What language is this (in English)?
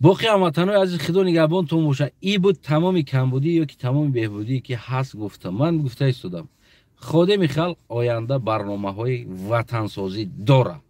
Tajik